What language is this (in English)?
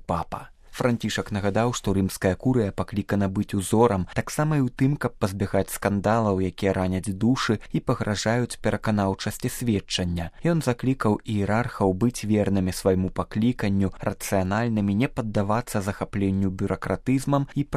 Belarusian